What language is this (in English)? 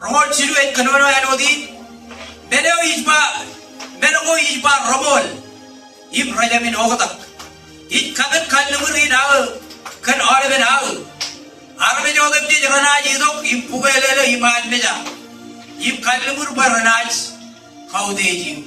Marshallese